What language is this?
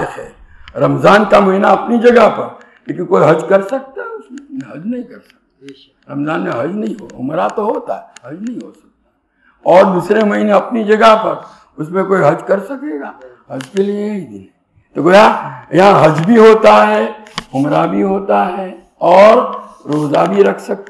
Urdu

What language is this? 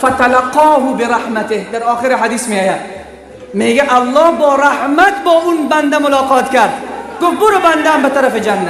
Persian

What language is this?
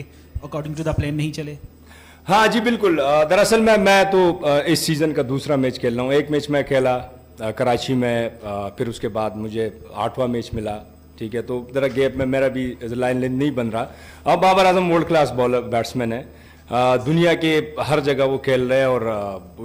Urdu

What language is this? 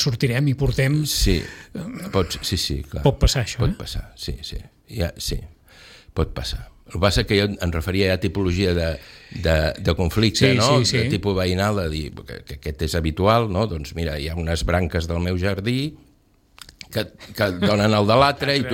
Catalan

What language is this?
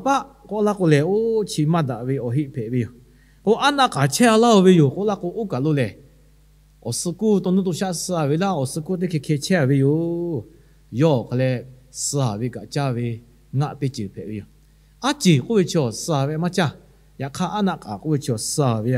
Lahu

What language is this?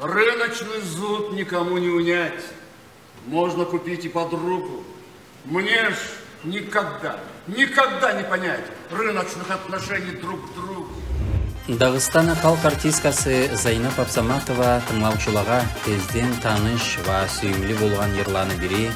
Kumyk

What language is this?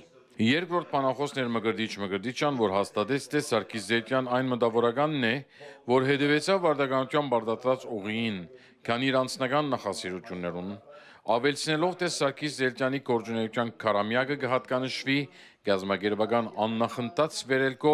Armenian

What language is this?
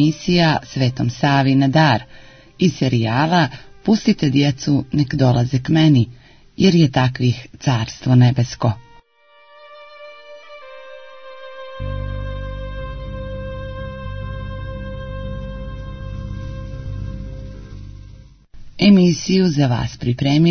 Serbian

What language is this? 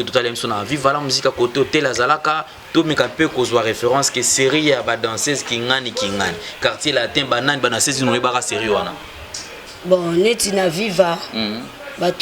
Lingala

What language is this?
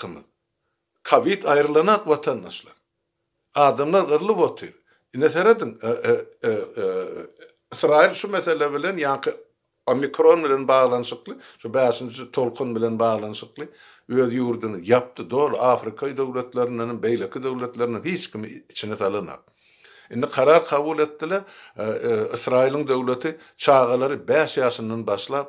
Turkmen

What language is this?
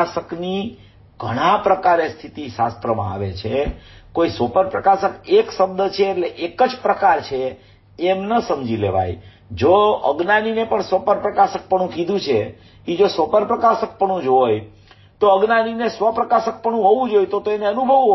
Gujarati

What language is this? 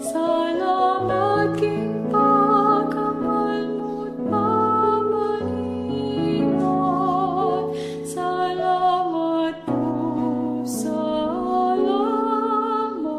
Pampanga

